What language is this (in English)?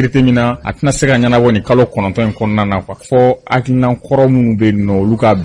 Bambara